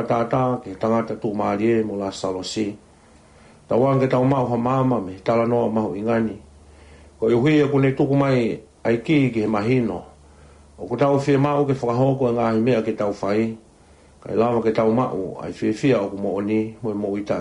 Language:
Tongan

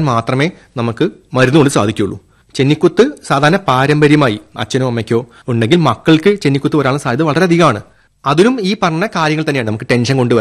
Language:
Malayalam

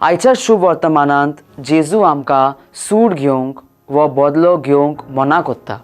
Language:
Konkani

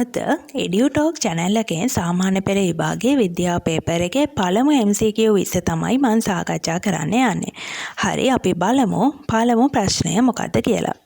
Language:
Sinhala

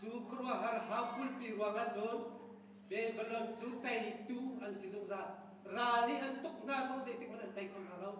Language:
Hakha Chin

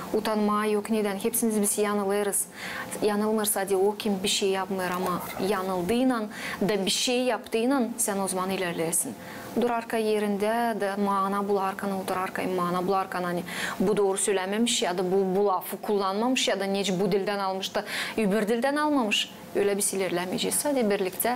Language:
Gagauz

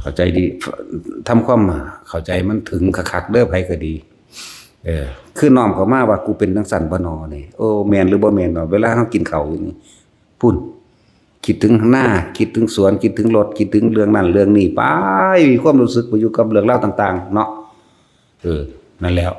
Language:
Northeastern Thai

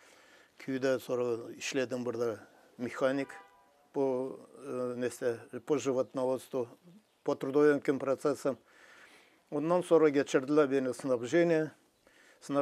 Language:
Gagauz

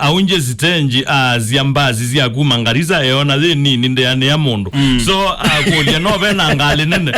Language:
Kamba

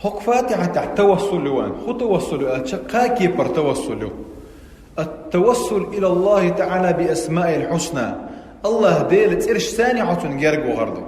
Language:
Chechen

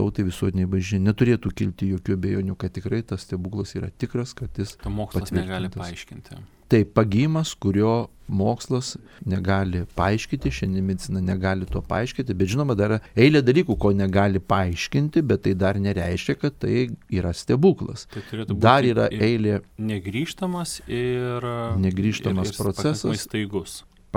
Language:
Lithuanian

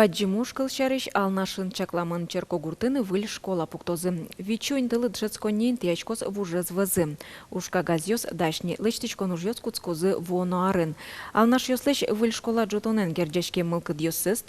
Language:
Udmurt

